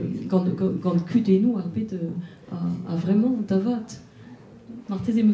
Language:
Breton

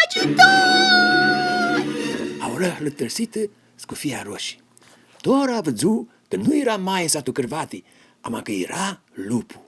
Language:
Aromanian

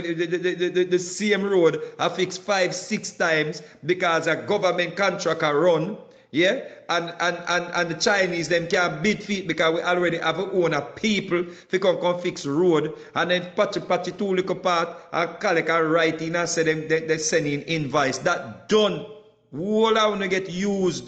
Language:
Jamaican Creole English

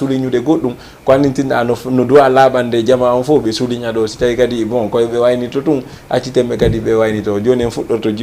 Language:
Fula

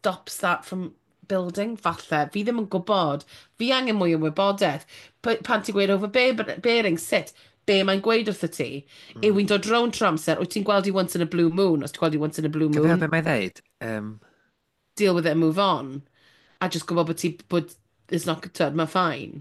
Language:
Welsh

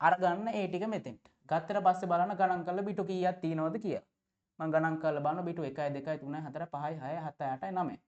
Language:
Sinhala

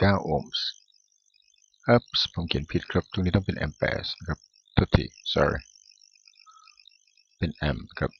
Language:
Thai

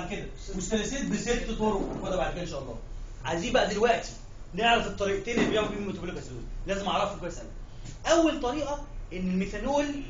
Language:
Egyptian Arabic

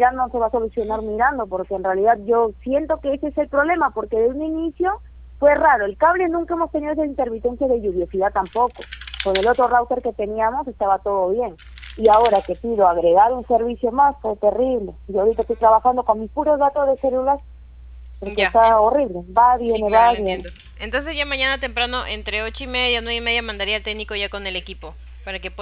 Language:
Spanish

